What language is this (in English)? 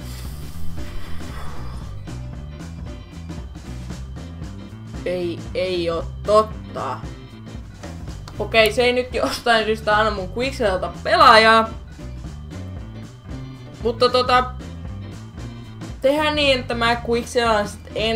Finnish